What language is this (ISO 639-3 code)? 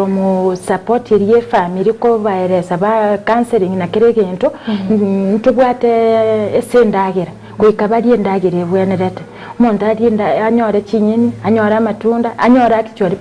guz